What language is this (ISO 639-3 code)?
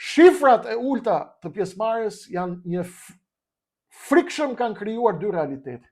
sqi